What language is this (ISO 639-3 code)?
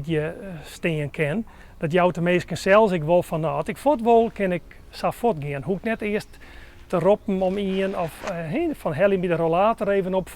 fry